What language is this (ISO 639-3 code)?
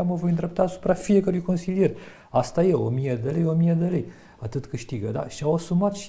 ron